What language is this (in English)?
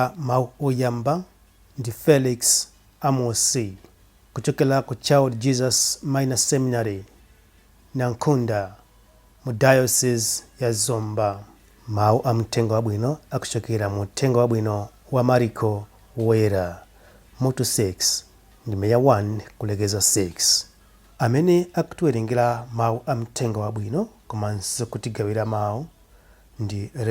Nyanja